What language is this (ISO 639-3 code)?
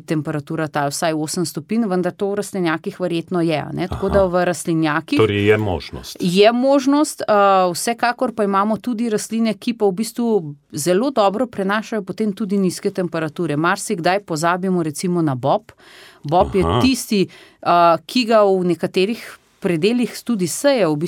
slv